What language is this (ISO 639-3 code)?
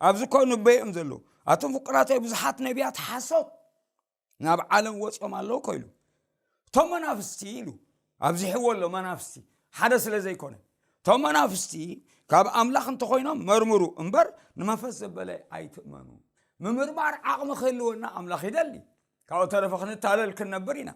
tir